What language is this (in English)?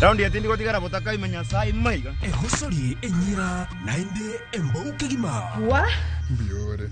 Luo (Kenya and Tanzania)